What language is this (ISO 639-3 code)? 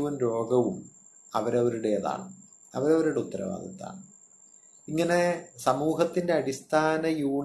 mal